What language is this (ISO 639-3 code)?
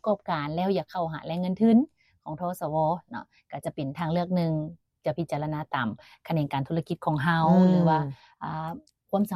lao